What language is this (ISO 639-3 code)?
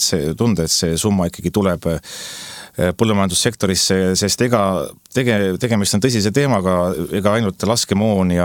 est